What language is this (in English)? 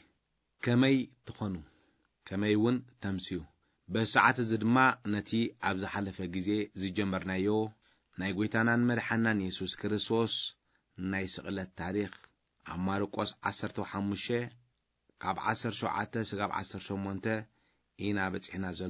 Tigrinya